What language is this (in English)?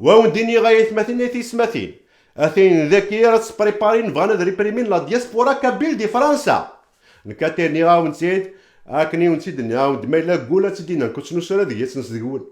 Kabyle